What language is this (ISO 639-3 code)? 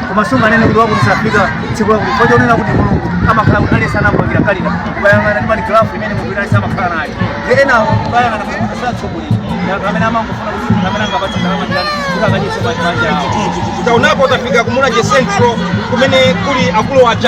nya